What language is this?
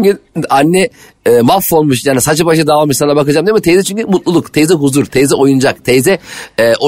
Turkish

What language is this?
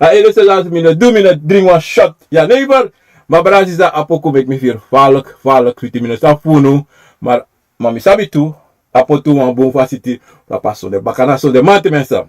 Sranan Tongo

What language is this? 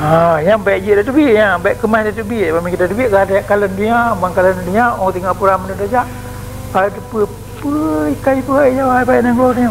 Achinese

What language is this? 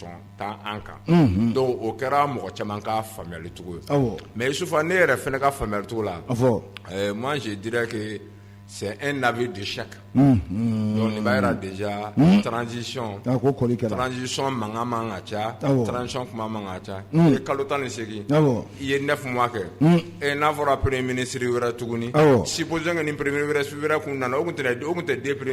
Bambara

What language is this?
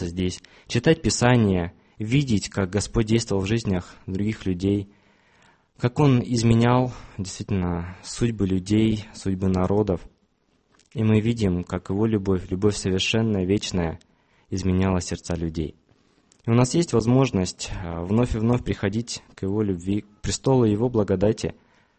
Russian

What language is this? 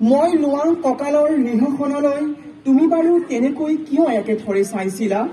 Assamese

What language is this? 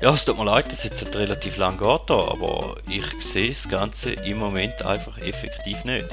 Swiss German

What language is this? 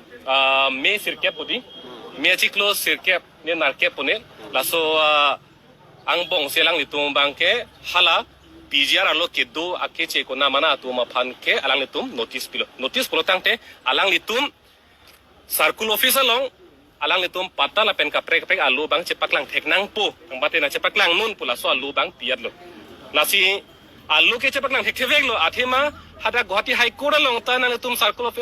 Karbi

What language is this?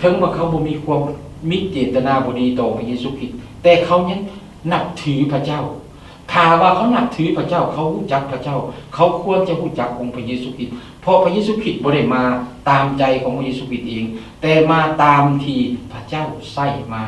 Lao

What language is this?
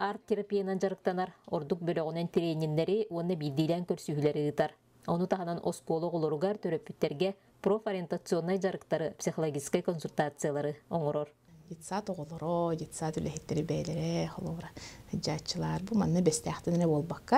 Yakut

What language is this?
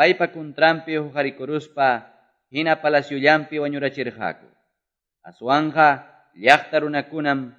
Quechua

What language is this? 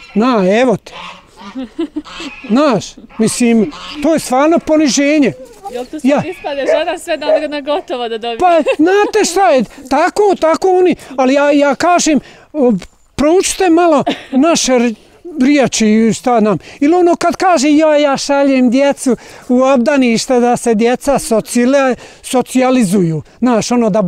Bosnian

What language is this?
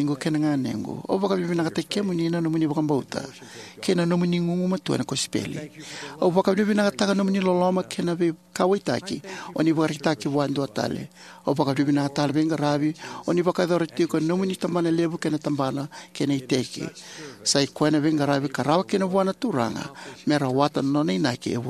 Fijian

